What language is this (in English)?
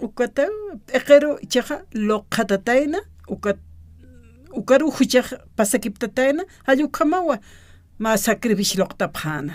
Aymara